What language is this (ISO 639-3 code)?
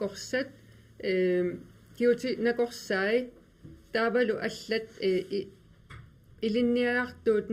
kal